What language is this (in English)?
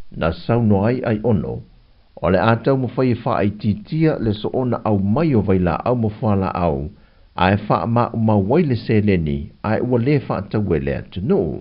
Samoan